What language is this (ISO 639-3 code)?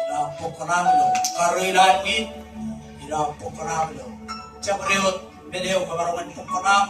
mah